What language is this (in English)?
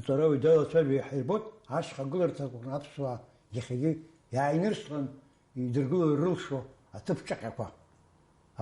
Abkhazian